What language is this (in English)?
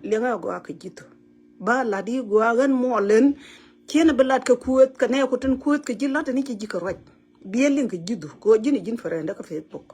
Nuer